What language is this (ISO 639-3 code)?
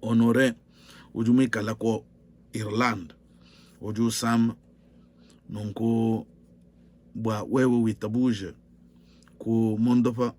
lua